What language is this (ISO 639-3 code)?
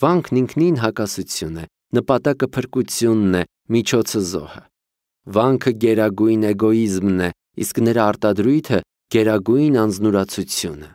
hye